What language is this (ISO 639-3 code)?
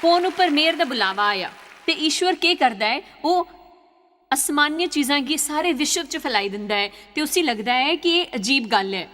doi